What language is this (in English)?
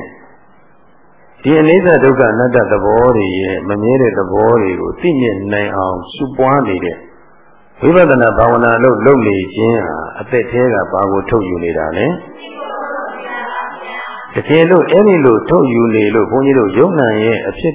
Burmese